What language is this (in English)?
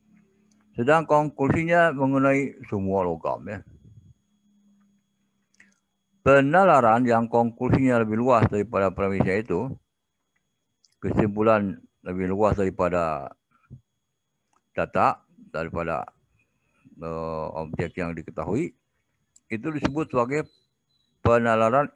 Indonesian